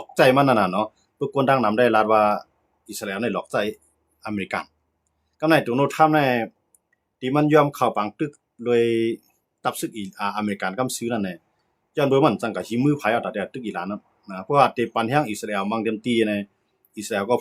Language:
Shan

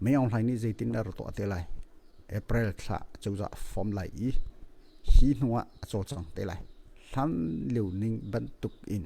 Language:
Hakha Chin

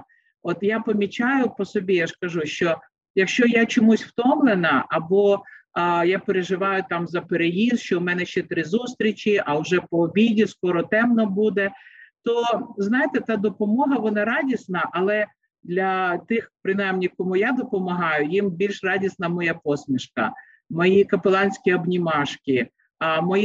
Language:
Ukrainian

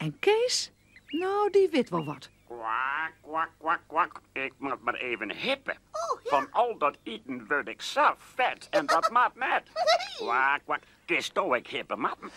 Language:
Western Frisian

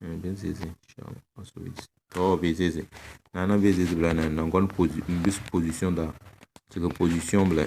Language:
Tem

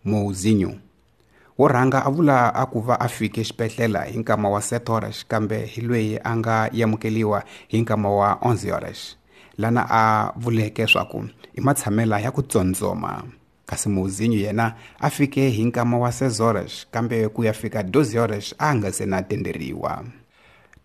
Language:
Tsonga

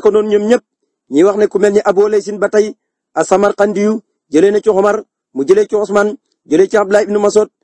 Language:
Wolof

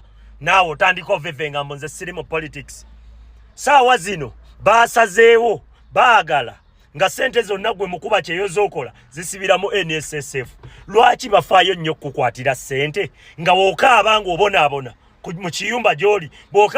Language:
Ganda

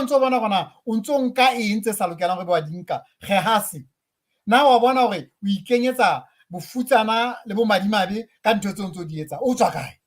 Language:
Southern Sotho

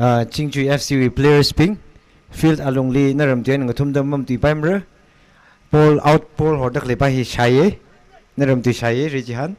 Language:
Tangkhul Naga (India)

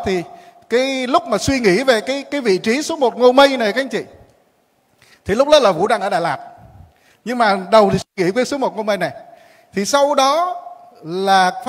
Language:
Vietnamese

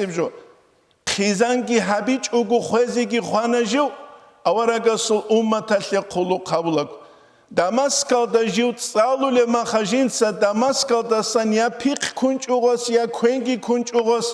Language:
Avaric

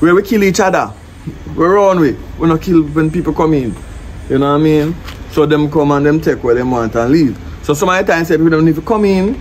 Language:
Jamaican Creole English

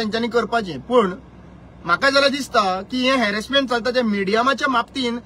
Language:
Konkani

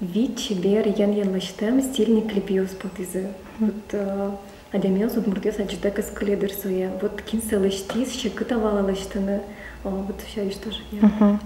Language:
Udmurt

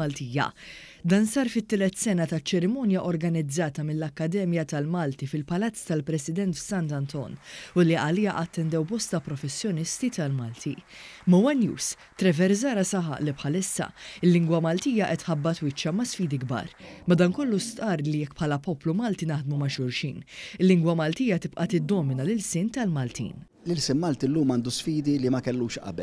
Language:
Maltese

